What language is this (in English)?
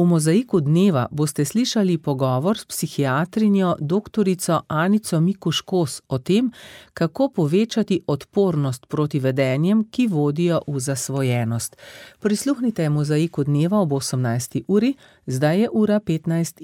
Slovenian